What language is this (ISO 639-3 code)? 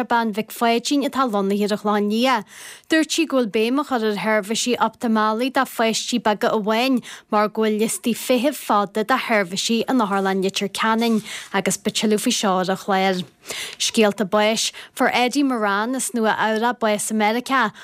gle